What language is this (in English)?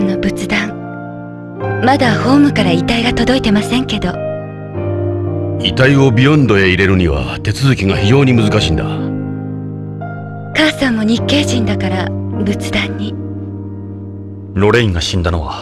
Japanese